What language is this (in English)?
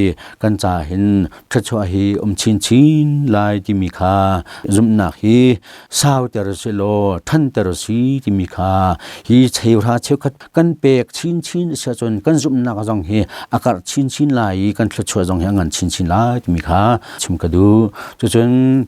Hakha Chin